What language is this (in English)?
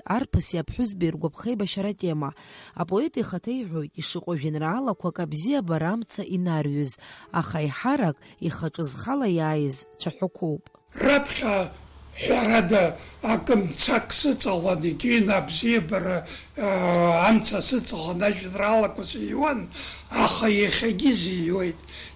Abkhazian